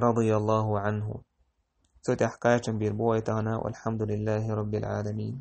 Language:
Chechen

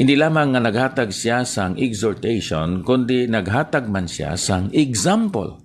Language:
Hiligaynon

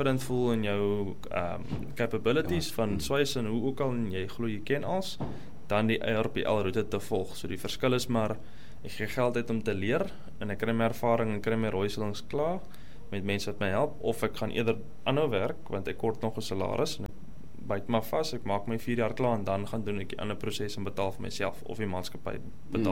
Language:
Afrikaans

